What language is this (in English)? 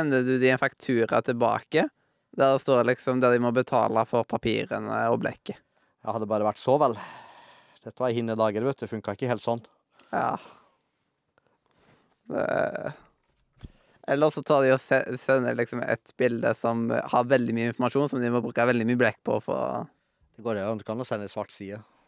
Norwegian